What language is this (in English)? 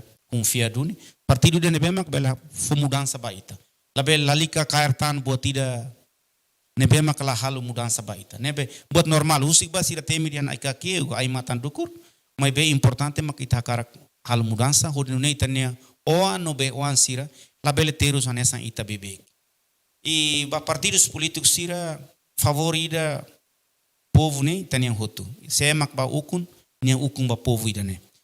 Tetum